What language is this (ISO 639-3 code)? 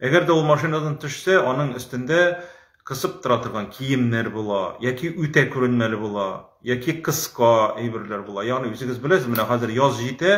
tat